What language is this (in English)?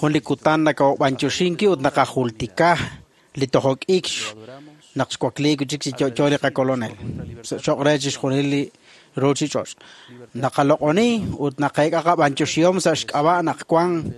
Kekchí